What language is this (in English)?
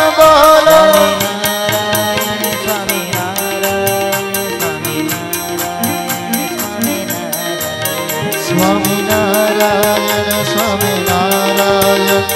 Gujarati